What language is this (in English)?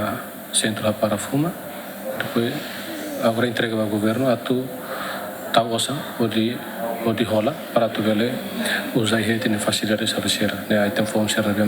Tetum